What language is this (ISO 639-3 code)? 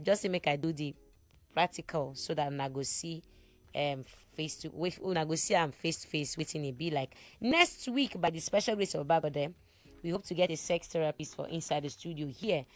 pcm